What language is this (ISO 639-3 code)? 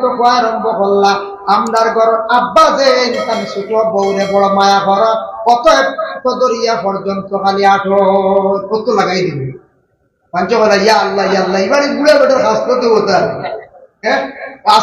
syl